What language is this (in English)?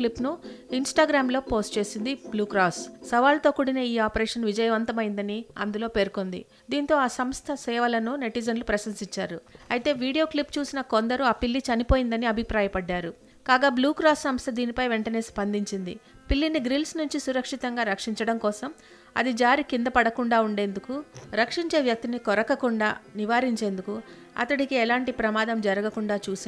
Telugu